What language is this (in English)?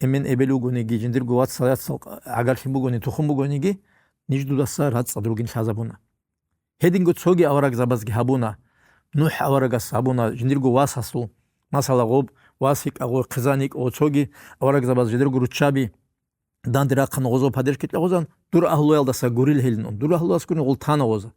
Avaric